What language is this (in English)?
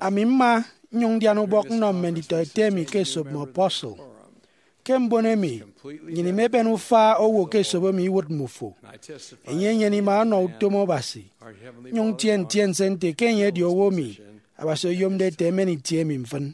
Efik